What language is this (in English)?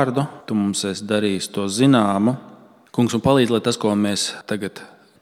Latvian